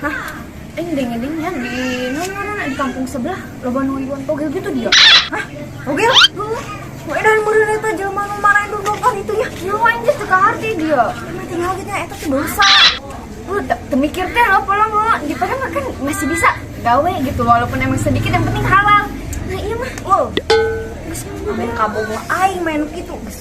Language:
Sundanese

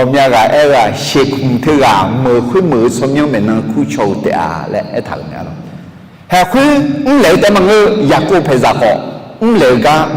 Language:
Akha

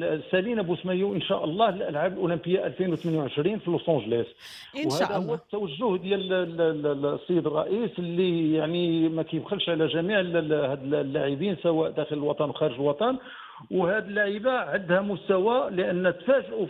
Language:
Moroccan Arabic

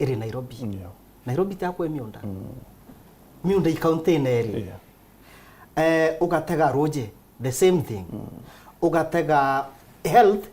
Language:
Meru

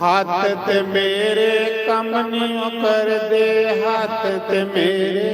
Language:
Dogri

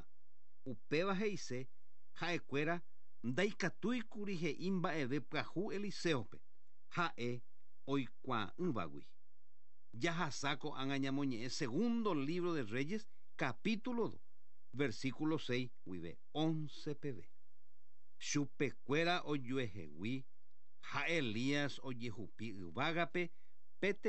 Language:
Guarani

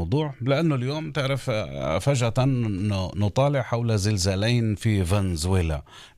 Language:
Arabic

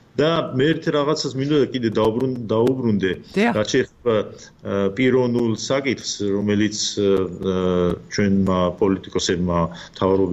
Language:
Georgian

